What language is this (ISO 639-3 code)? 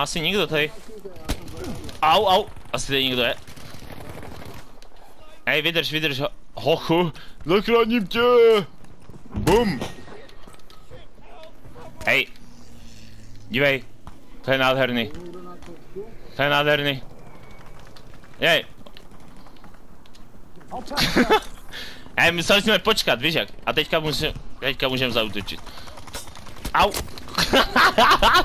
ces